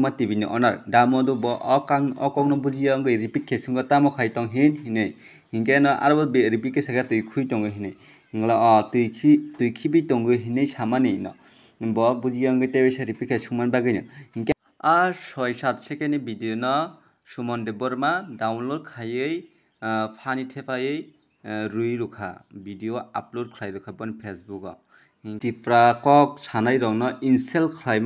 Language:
Kok Borok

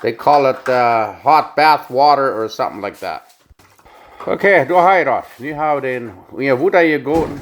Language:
Plautdietsch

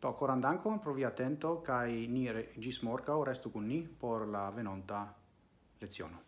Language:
Esperanto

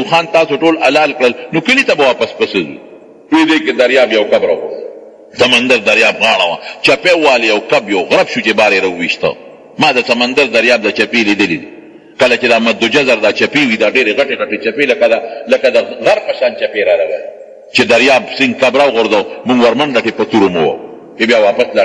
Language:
Pashto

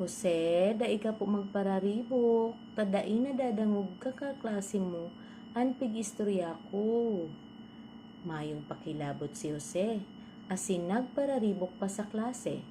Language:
Bikol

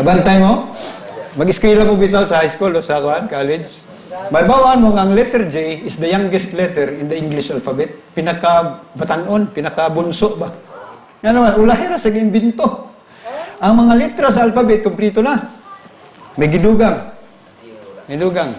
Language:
Cebuano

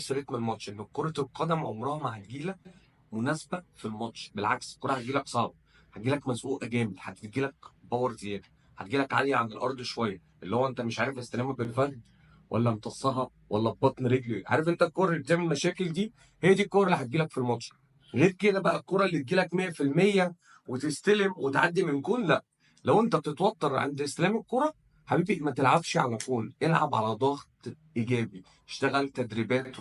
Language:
Egyptian Arabic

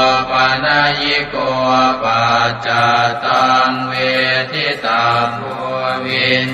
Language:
Pali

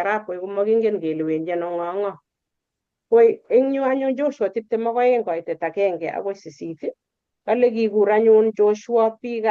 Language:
Kalenjin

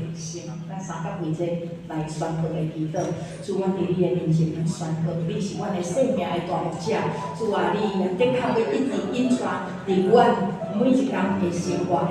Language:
Min Nan Chinese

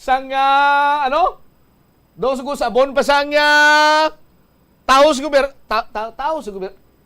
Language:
Hiligaynon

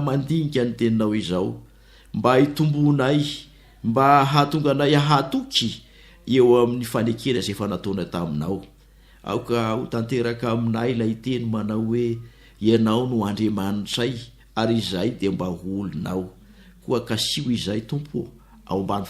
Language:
Malagasy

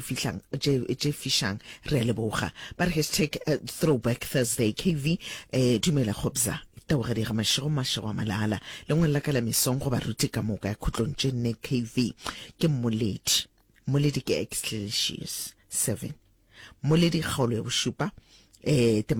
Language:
Northern Sotho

